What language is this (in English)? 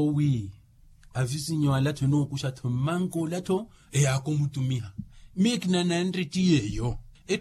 Makhuwa